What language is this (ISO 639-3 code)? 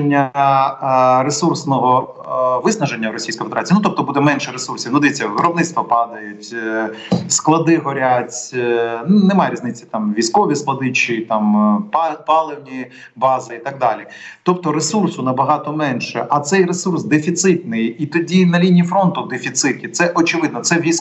ukr